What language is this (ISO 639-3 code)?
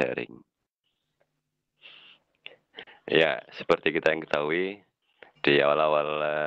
ind